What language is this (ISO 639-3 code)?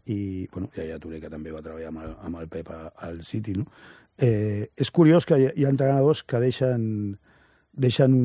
cat